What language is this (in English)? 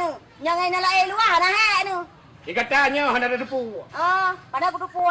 Achinese